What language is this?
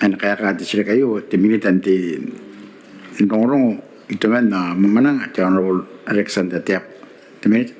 Gilbertese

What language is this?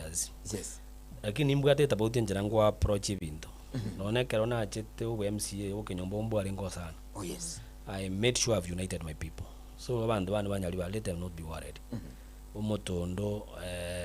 Gusii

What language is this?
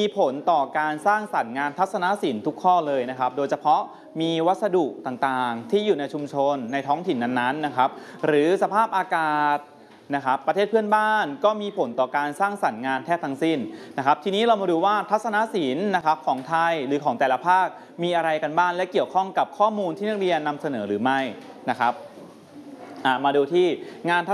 Thai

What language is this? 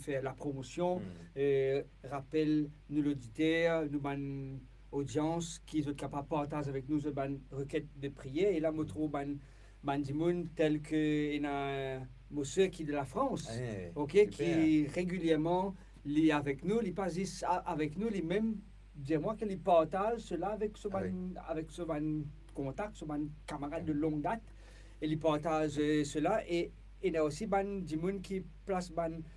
Morisyen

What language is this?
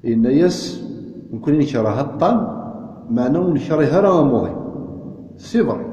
Kabyle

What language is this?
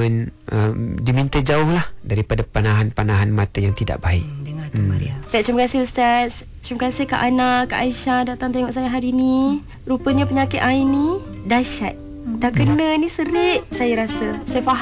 Malay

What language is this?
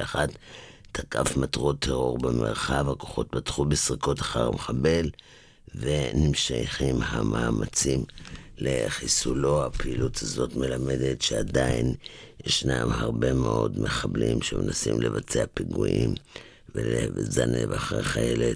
Hebrew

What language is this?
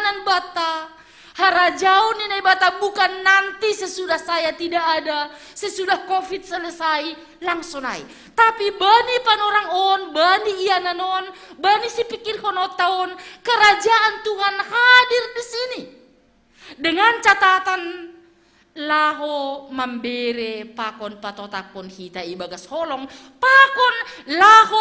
Batak Simalungun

